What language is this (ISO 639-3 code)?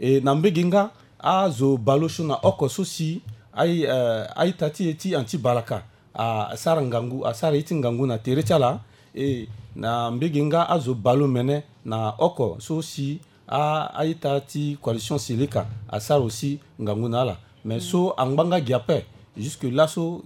sag